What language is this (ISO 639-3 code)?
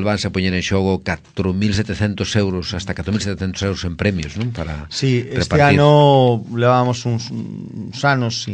glg